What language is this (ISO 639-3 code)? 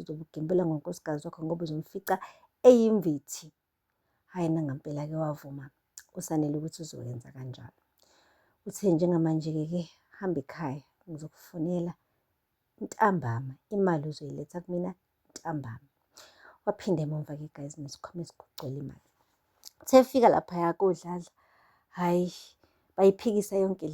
zul